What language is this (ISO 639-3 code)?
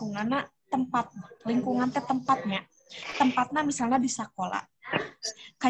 sun